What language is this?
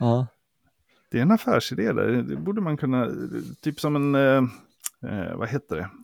Swedish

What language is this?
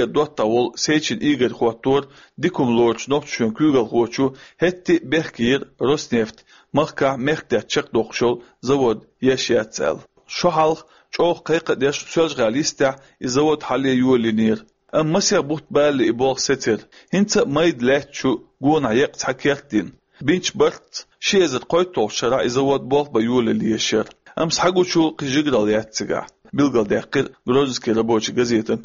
Chechen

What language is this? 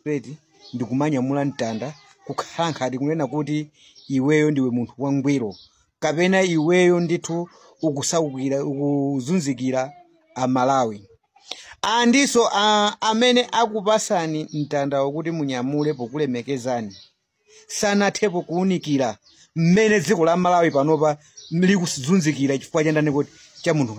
Nyanja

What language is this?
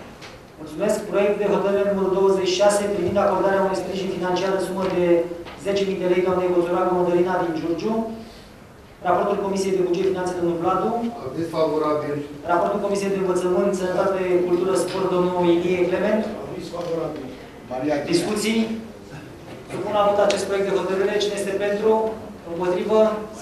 Romanian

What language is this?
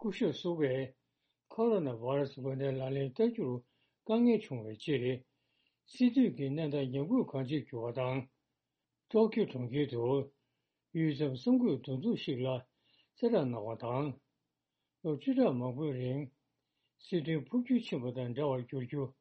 Tibetan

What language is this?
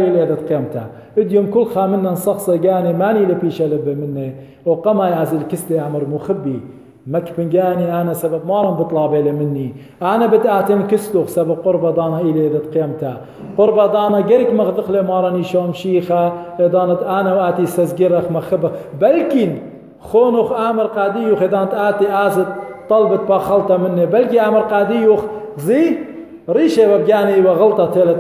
Assyrian Neo-Aramaic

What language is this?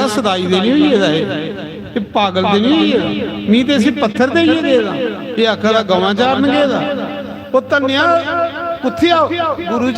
Dogri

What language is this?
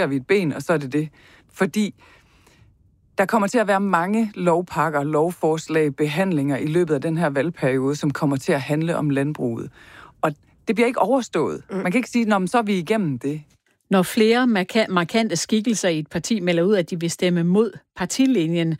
Danish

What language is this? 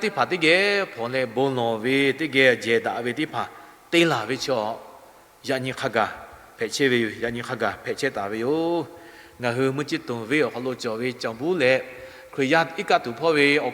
Lahu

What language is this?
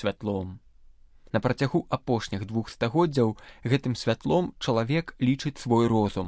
Belarusian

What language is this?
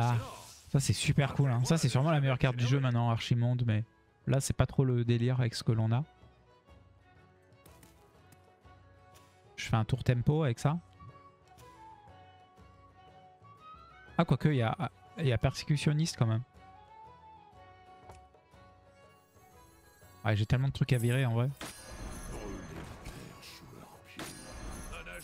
French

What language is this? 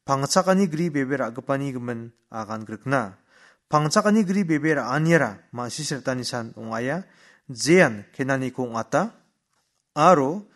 Garo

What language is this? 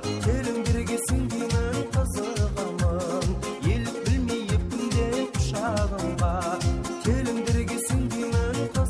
Kara-Kalpak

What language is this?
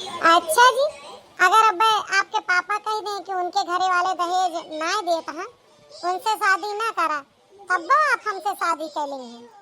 Awadhi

